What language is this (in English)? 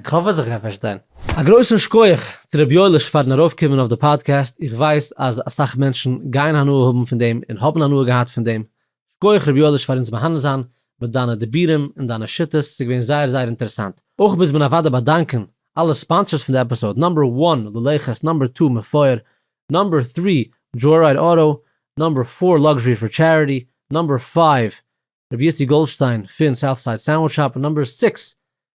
Yiddish